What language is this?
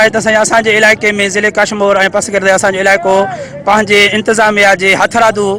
Sindhi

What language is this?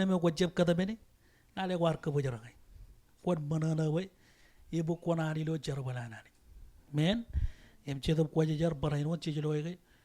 Marshallese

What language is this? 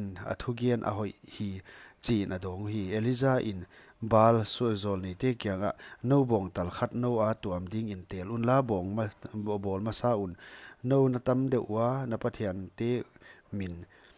Paite Chin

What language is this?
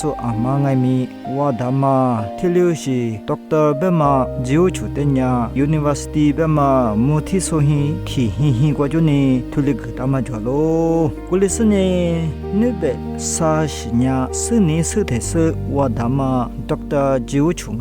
Lisu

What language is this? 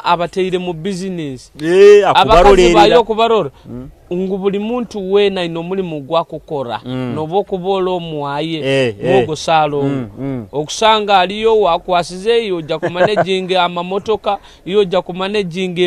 Nyoro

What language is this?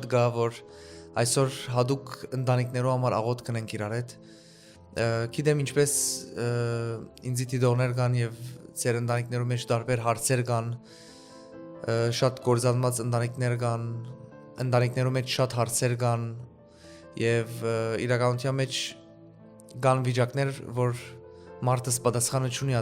Western Armenian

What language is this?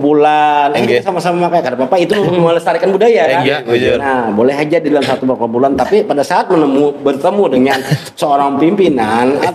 Banjar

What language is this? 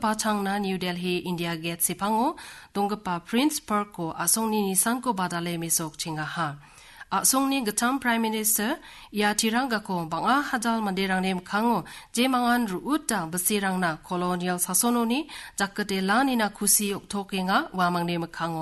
Garo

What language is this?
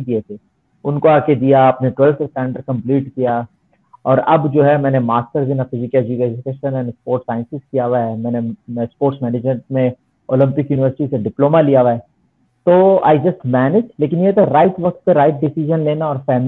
Hindi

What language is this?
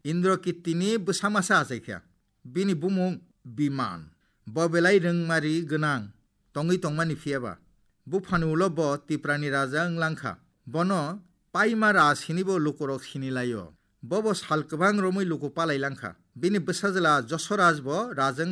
Kok Borok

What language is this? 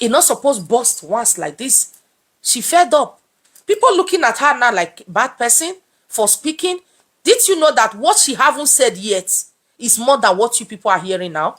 Nigerian Pidgin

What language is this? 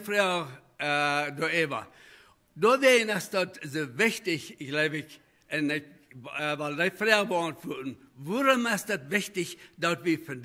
Plautdietsch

